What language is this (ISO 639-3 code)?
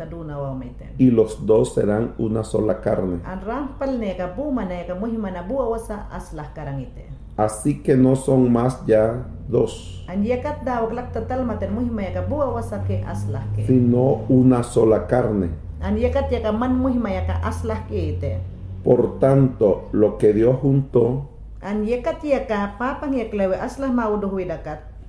yan